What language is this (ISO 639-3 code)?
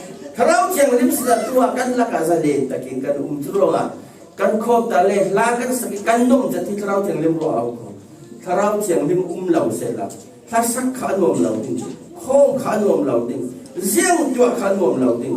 cfm